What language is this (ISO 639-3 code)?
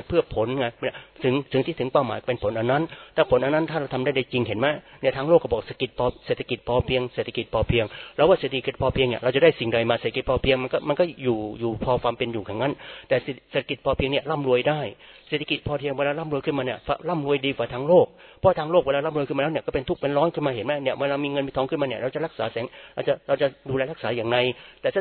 tha